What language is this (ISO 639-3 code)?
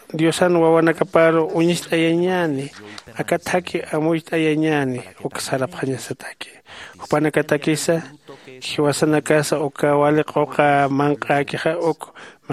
aym